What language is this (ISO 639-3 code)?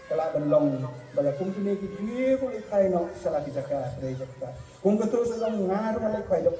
kha